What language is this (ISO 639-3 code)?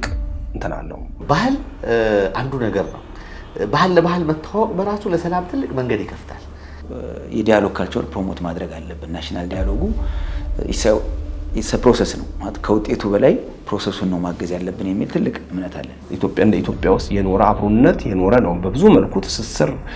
amh